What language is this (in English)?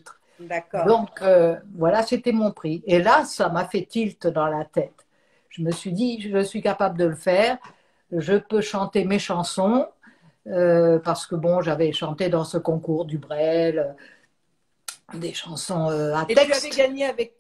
French